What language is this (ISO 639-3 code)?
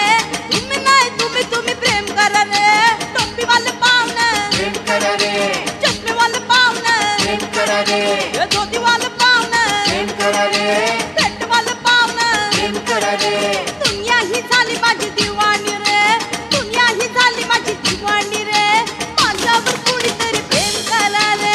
mar